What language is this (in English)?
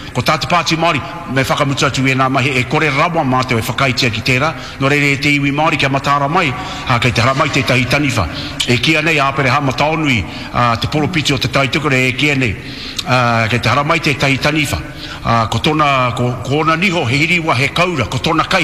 Māori